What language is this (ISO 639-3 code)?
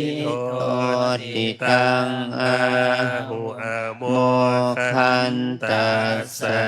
pli